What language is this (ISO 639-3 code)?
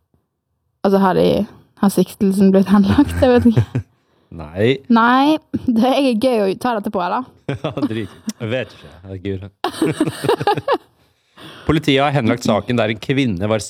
nor